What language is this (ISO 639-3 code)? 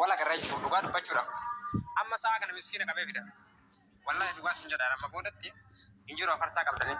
orm